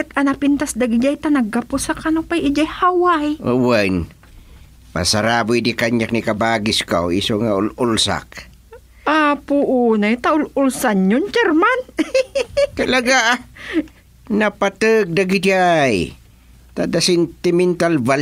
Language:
Iloko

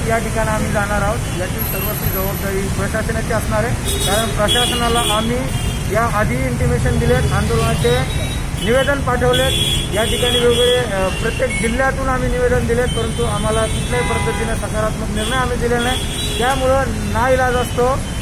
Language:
Marathi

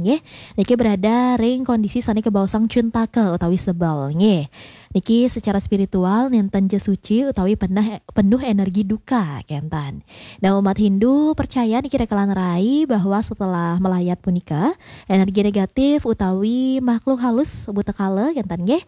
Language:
Balinese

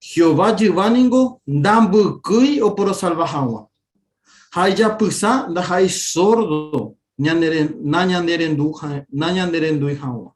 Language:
Guarani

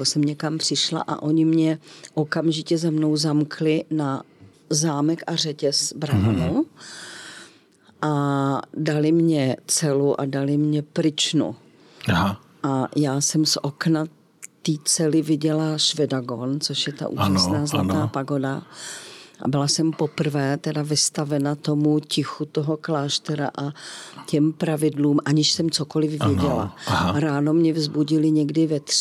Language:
Czech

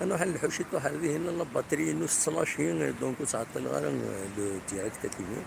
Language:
Kabyle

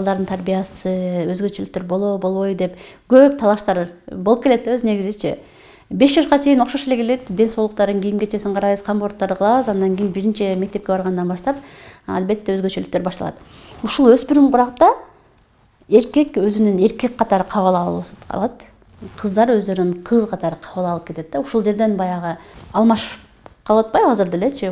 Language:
Kyrgyz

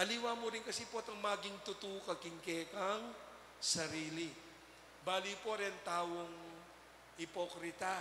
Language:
Pampanga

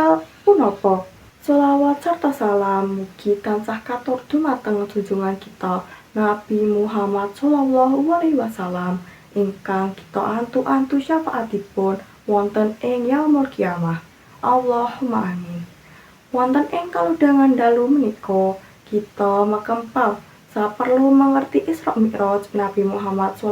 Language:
Javanese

